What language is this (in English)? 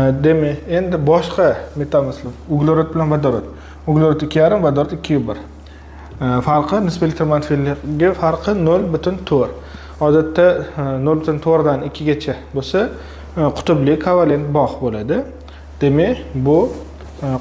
Uzbek